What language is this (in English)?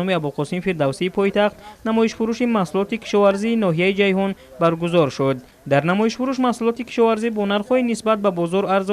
Tajik